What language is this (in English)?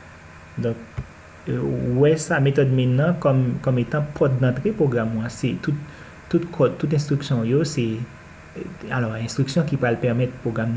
Haitian Creole